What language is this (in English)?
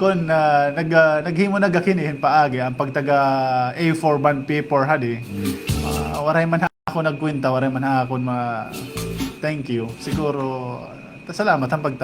Waray